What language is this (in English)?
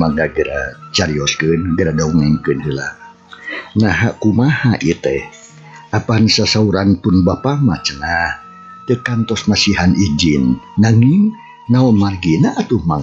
Sundanese